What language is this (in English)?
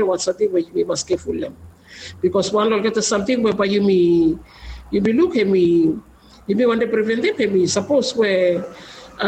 Bislama